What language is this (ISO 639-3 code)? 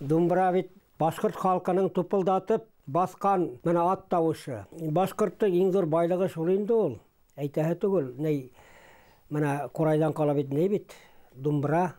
bak